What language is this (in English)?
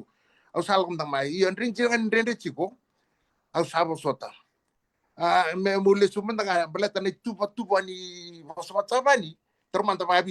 Fijian